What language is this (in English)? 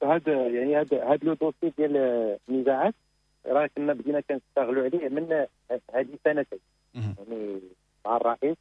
Moroccan Arabic